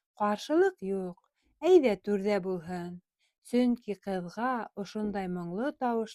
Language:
Bashkir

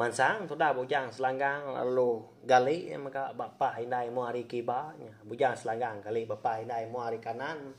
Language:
Iban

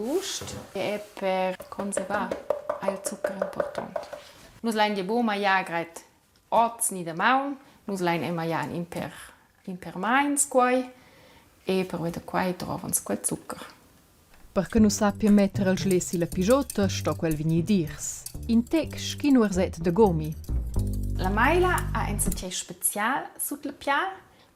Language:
Romansh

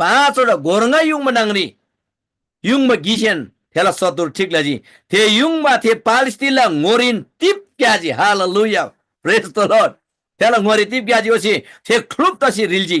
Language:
Eastern Tamang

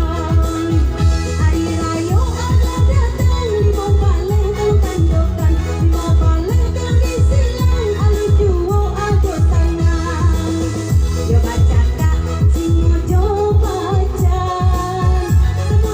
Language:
Minangkabau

